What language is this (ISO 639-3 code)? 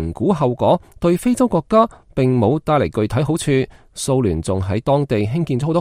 yue